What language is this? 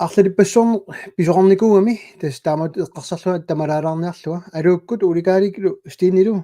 Kalaallisut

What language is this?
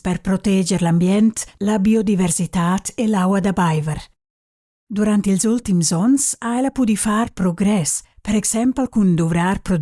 Romansh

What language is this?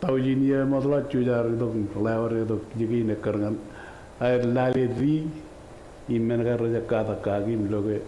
Marshallese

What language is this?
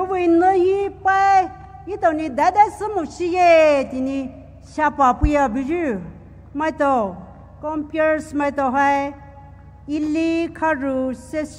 Poumei Naga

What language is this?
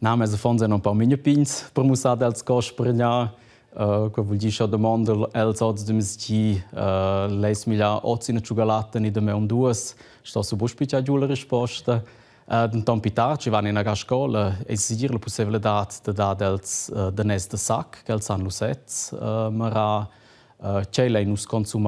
Romansh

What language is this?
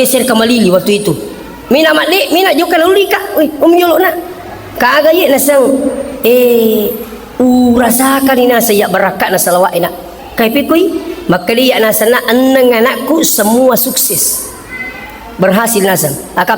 Buginese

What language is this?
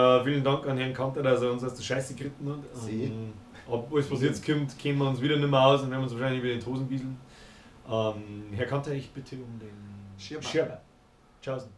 Bavarian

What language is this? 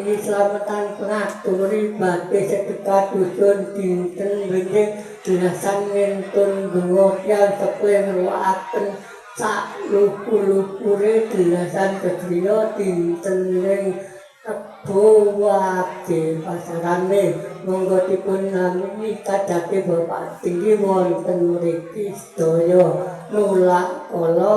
Javanese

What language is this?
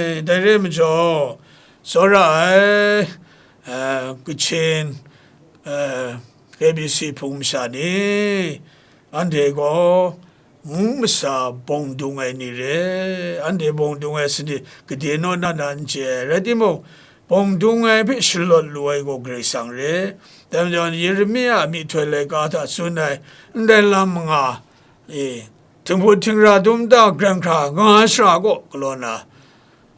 Kachin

